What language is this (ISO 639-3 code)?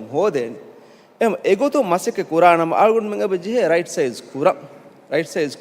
div